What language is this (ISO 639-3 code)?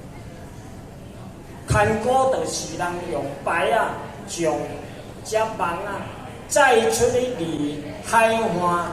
nan